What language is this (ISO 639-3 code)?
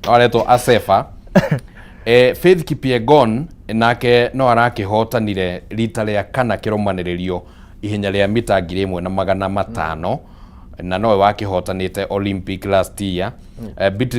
kik